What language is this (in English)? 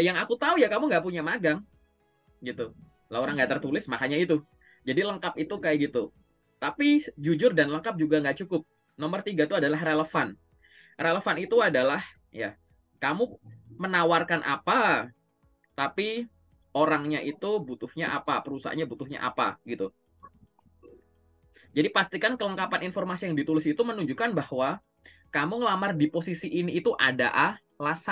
Indonesian